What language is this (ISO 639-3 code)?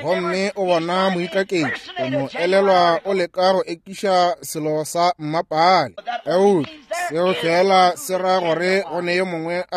nso